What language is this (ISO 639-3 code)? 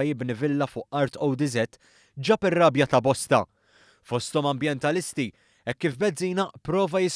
mlt